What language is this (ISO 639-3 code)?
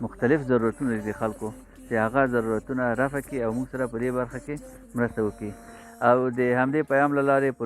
pus